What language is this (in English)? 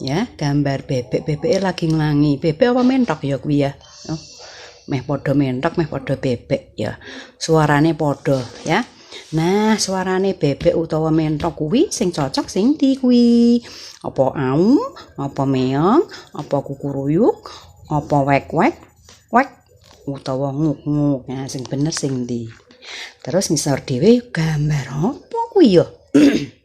Javanese